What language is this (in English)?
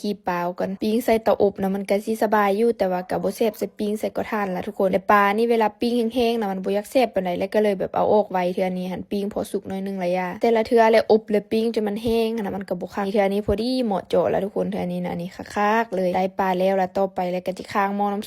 Lao